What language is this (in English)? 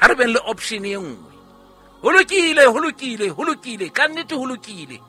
Southern Sotho